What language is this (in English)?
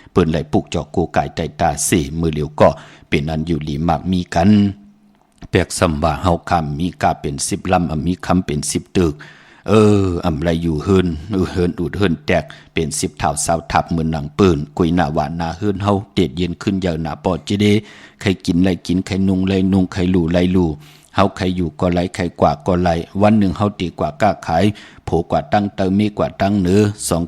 Shan